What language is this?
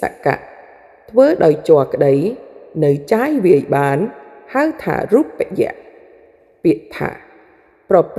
Khmer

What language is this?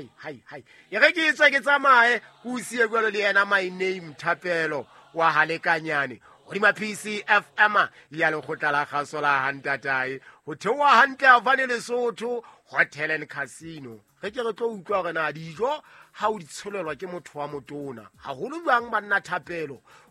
Southern Sotho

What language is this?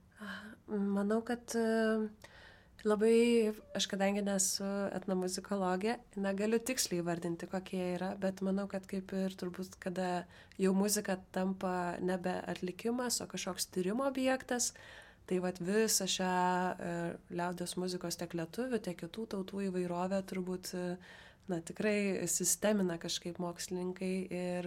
Lithuanian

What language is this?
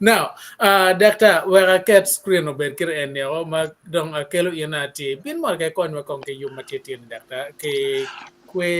Acoli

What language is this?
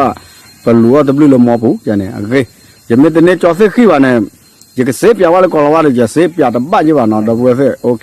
S'gaw Karen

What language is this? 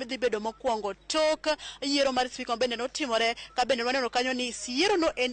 Luo (Kenya and Tanzania)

